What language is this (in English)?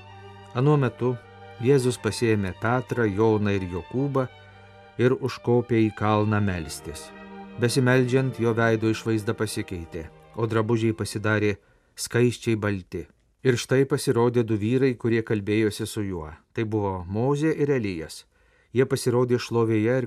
Lithuanian